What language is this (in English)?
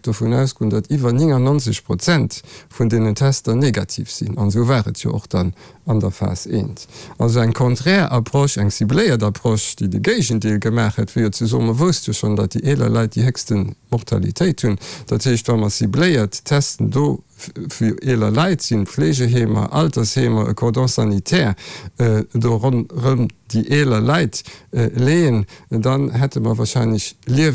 Luxembourgish